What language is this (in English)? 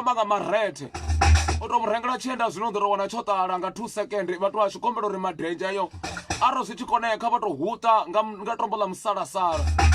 Venda